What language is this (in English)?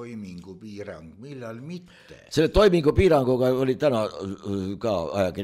Estonian